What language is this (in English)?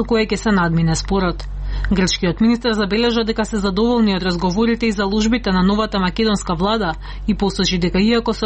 Macedonian